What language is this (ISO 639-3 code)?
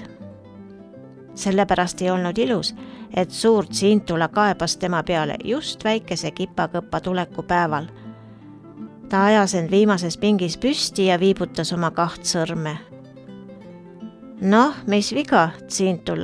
est